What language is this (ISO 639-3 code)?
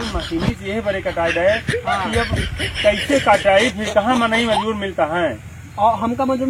awa